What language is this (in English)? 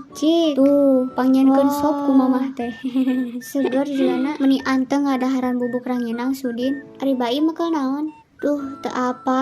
Sundanese